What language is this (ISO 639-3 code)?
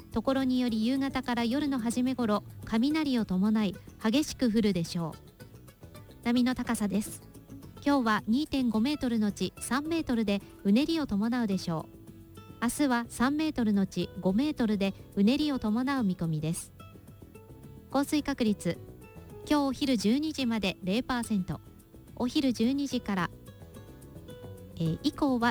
jpn